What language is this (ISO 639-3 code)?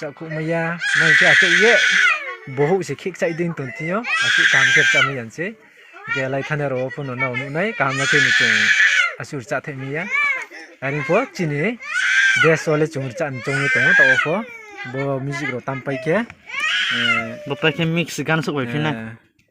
ria